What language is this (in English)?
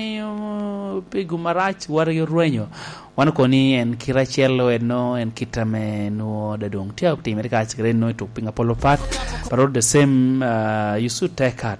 Lango (Uganda)